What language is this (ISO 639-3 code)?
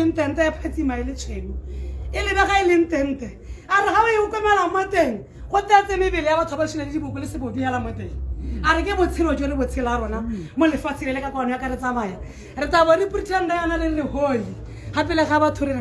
tsn